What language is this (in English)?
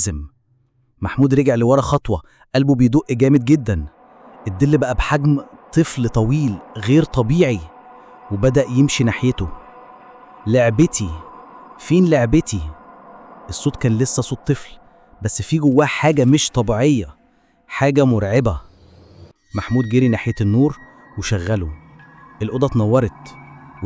Egyptian Arabic